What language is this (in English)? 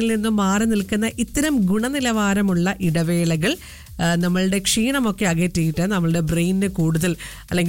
Malayalam